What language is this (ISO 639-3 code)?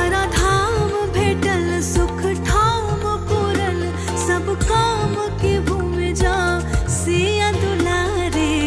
mai